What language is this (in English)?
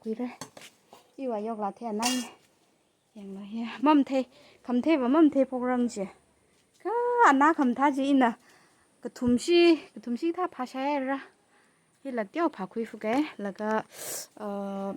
Tangkhul Naga (India)